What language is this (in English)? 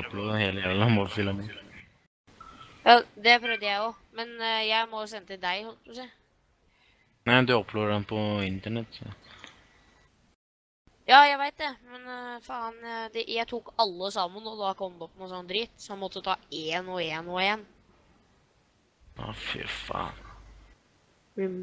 Norwegian